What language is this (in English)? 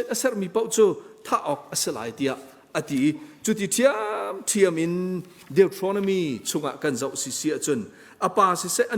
Hakha Chin